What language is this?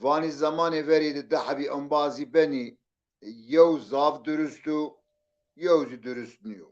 Zaza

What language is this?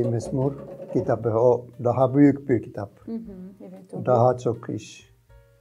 Gagauz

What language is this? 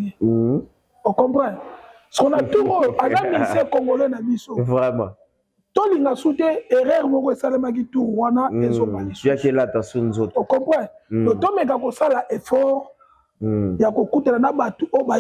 Lingala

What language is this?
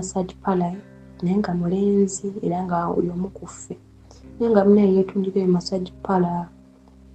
Ganda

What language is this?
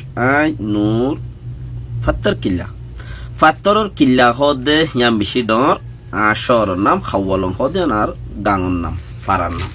Rohingya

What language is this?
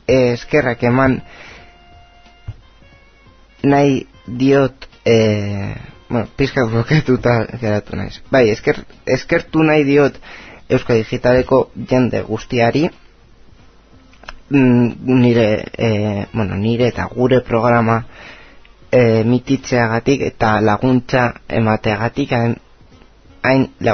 Basque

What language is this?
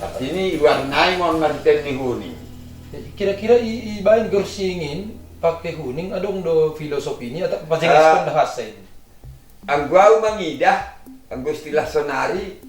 Batak Simalungun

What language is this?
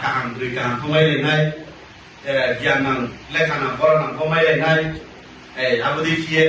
Riang (India)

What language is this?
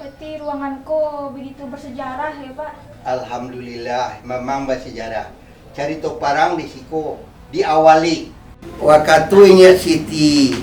Minangkabau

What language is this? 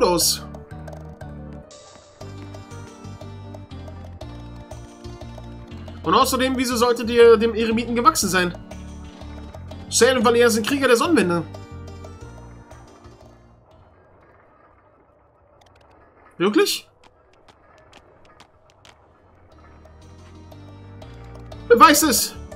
German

